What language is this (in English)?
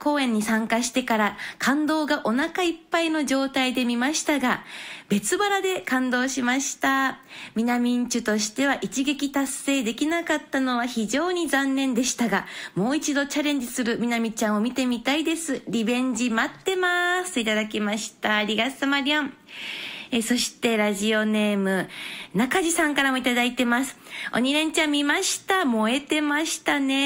Japanese